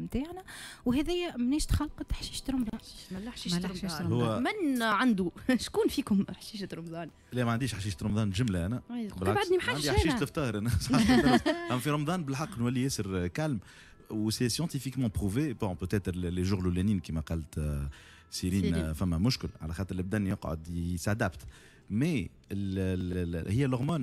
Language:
Tunisian Arabic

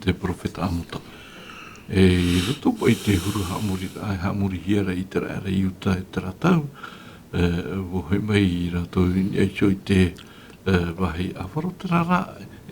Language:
Tahitian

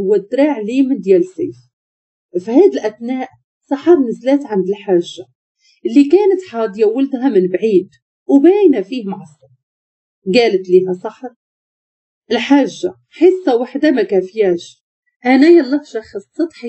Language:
Moroccan Arabic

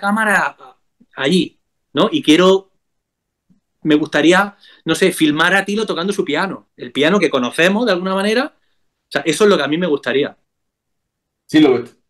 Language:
Spanish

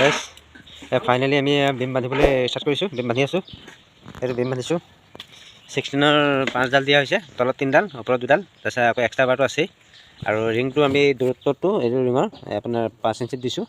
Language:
Assamese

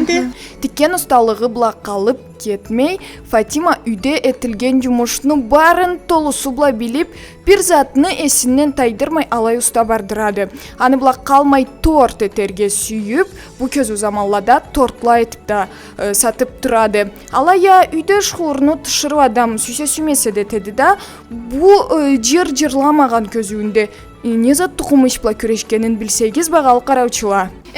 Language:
Karachay-Balkar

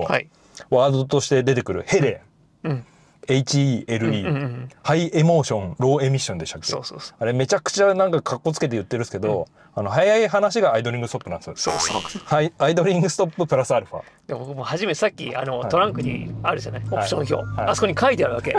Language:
Japanese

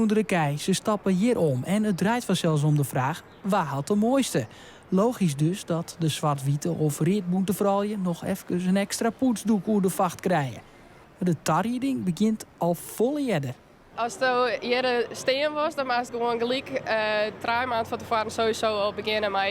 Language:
Western Frisian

